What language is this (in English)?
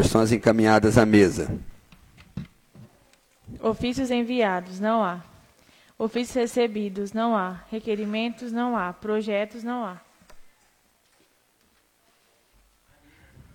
Portuguese